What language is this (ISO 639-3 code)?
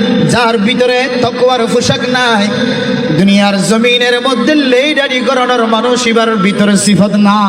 rhg